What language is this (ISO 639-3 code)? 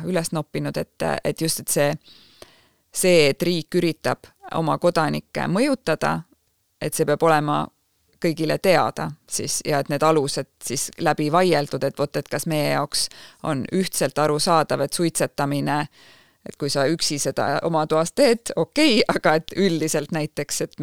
est